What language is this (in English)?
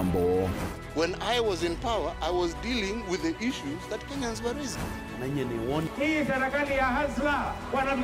Kamba